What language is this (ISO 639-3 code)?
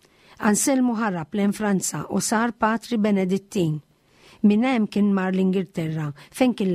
mlt